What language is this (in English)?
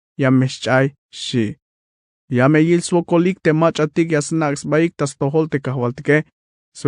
Tzeltal